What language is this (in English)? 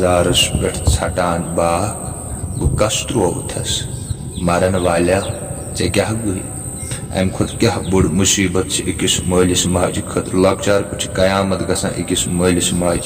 Kashmiri